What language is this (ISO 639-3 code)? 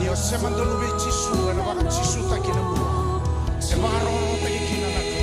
fij